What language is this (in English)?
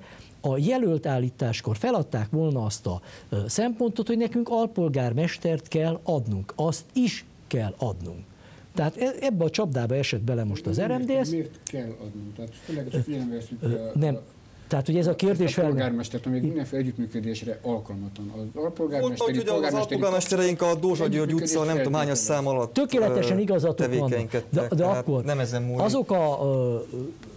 Hungarian